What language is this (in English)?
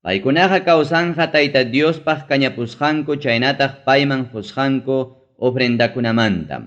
Ayacucho Quechua